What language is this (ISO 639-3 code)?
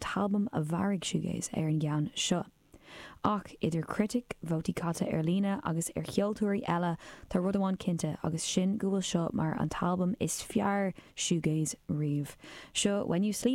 gle